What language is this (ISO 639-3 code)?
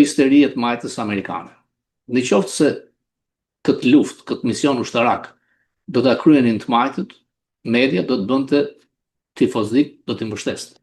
sqi